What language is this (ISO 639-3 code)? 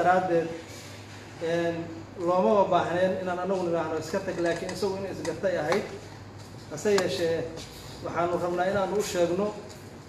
som